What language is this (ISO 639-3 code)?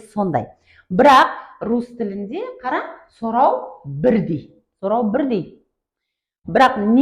kaa